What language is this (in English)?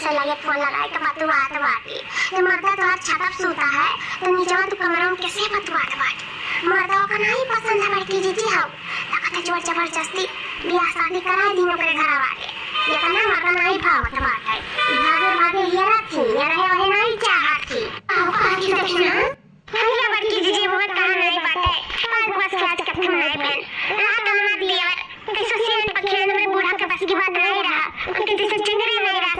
Awadhi